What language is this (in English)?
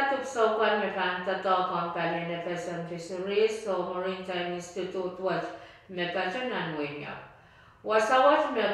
Pohnpeian